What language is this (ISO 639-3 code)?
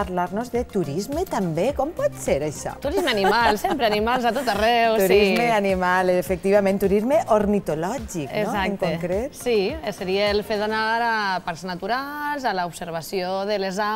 cat